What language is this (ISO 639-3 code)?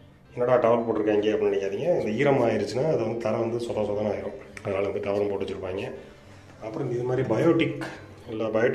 tam